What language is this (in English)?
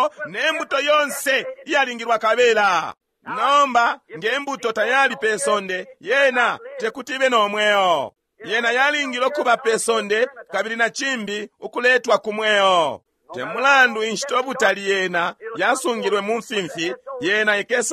Bemba